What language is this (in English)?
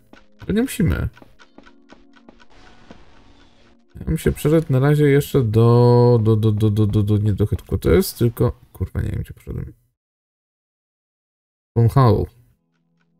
Polish